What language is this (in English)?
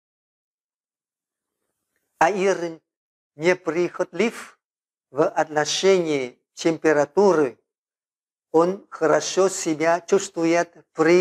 Russian